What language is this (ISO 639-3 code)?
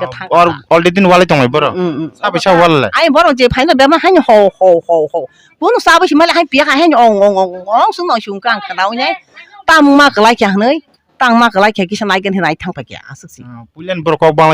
trp